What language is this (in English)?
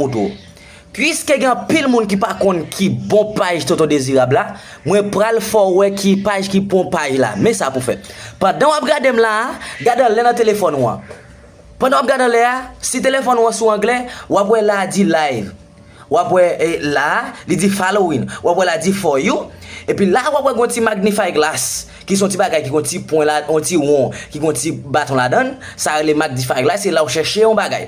Haitian Creole